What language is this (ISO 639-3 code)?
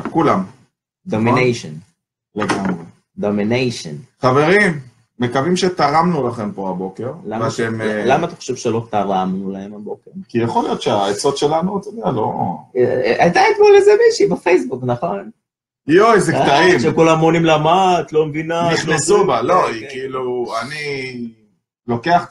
heb